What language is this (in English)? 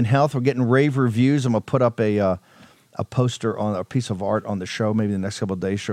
English